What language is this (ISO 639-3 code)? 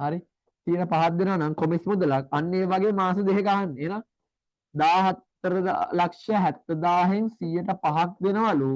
sin